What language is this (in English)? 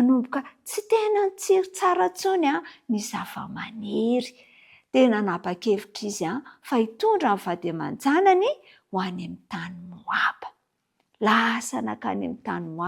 Malagasy